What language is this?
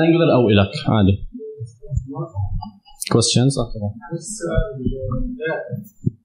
Arabic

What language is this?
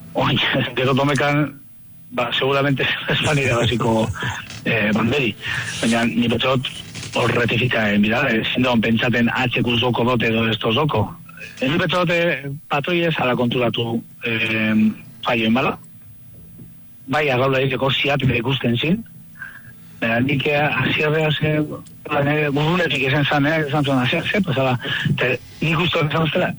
Basque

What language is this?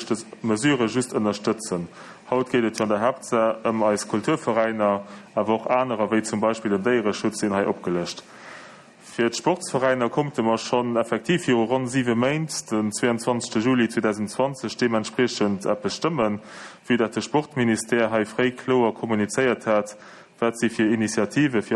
Luxembourgish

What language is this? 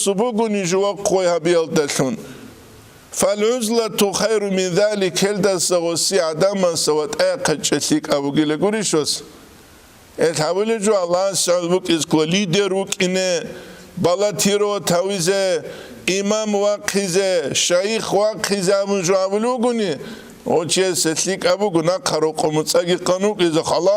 Avaric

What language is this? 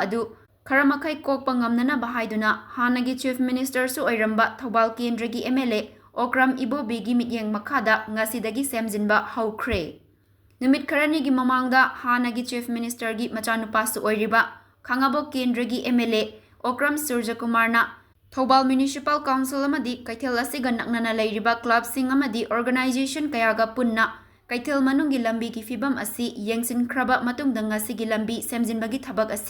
Manipuri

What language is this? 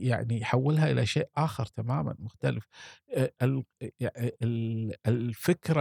Gulf Arabic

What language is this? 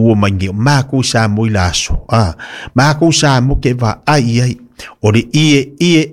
Samoan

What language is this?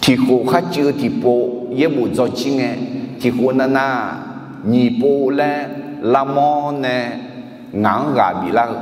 Akha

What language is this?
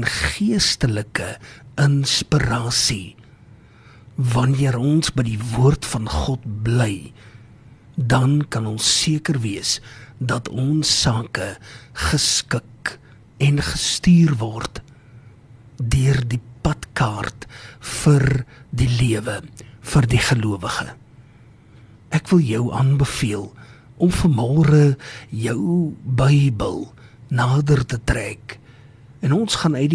Afrikaans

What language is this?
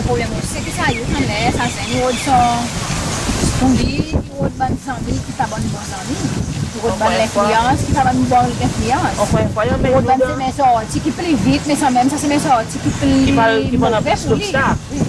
Seselwa Creole French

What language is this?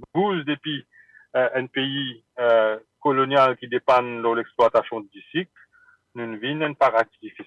Morisyen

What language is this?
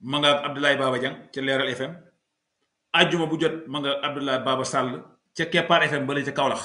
Wolof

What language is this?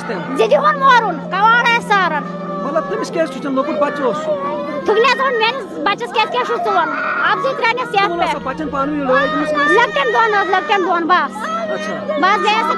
Kashmiri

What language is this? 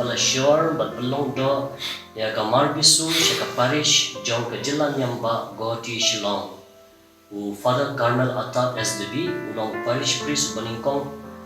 Khasi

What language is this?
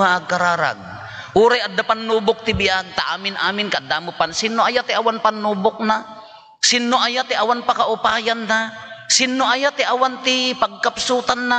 Iloko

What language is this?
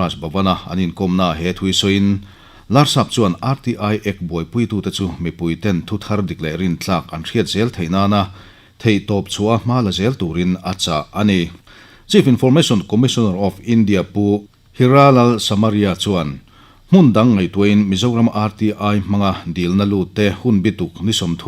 Mizo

